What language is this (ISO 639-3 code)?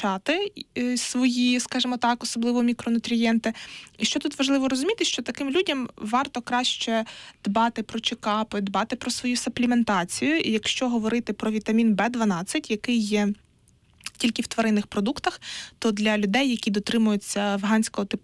ukr